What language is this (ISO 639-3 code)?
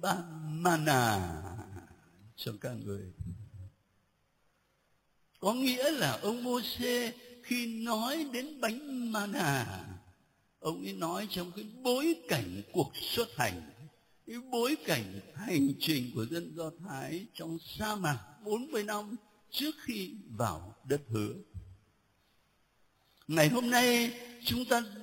vie